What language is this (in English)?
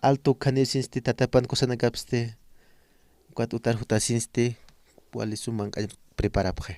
Aymara